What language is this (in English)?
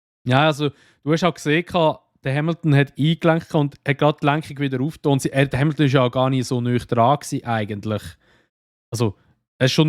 Swiss German